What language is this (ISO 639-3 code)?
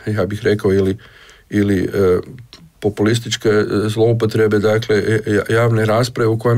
hrv